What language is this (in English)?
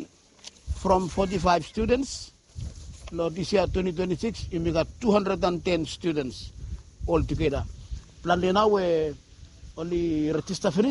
Bislama